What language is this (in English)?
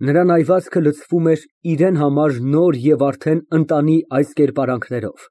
Armenian